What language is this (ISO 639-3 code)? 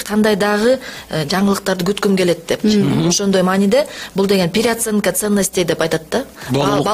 kir